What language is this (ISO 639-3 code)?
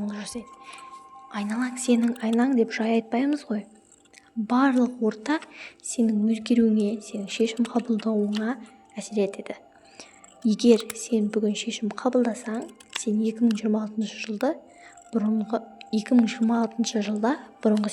kaz